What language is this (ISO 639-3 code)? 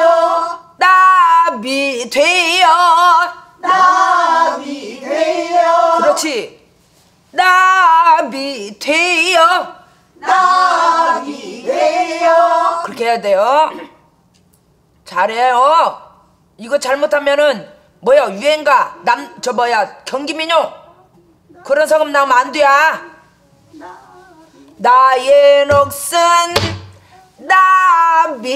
kor